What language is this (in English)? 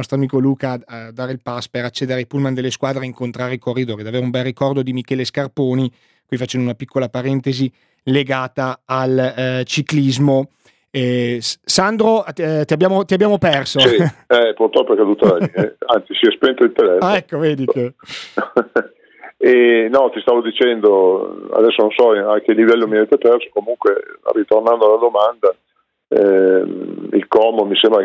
Italian